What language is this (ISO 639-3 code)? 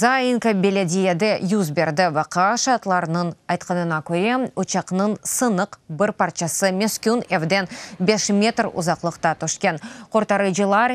crh